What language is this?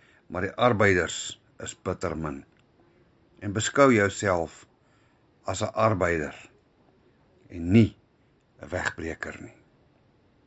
Afrikaans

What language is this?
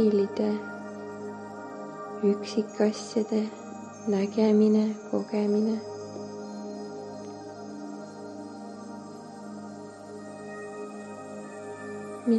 Estonian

